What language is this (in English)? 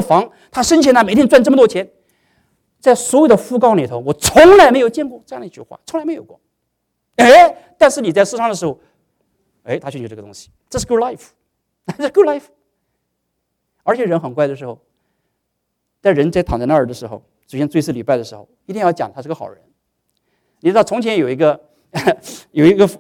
Chinese